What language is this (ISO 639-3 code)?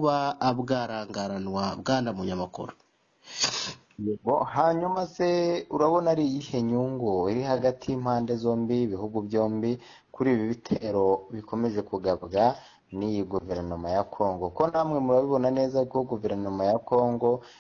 kin